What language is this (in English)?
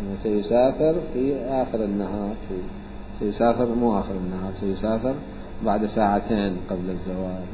Mesopotamian Arabic